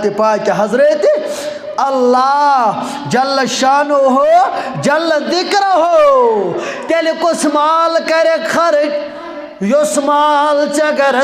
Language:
Kashmiri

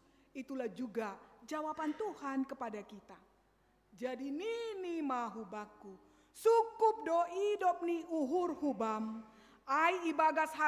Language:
Batak Simalungun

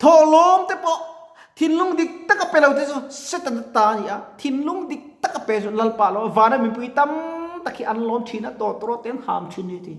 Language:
Mizo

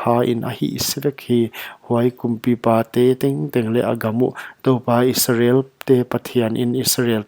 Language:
Paite Chin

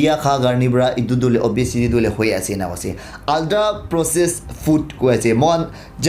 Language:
Naga Pidgin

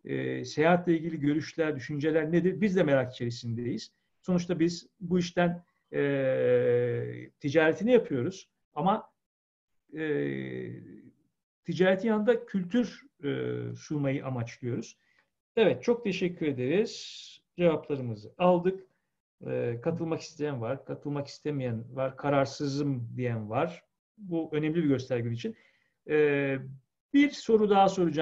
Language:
Turkish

